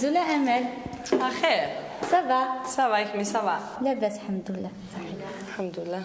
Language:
Kabyle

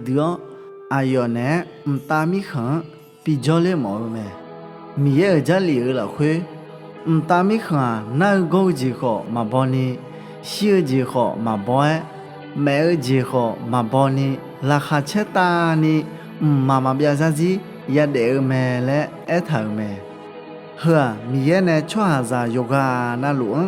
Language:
Akha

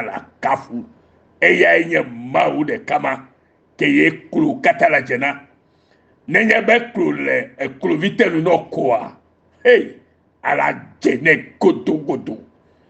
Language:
Ewe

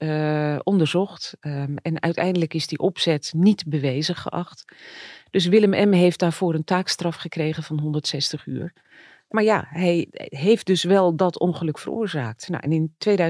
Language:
Dutch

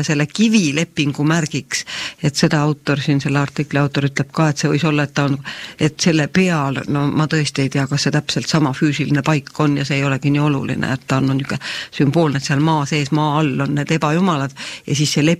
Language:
Estonian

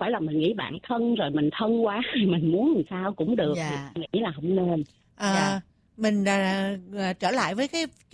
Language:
Vietnamese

